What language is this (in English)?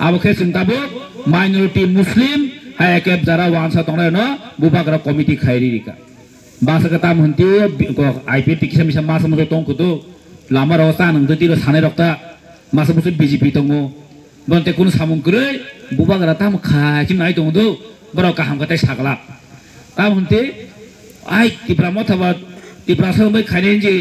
Kok Borok